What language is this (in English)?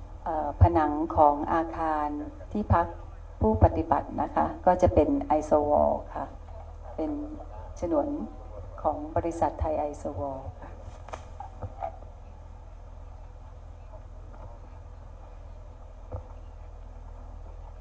Thai